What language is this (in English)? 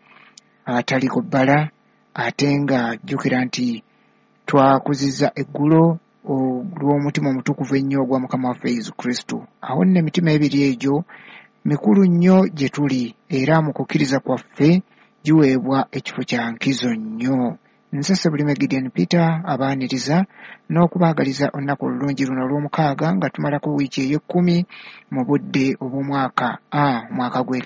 Ganda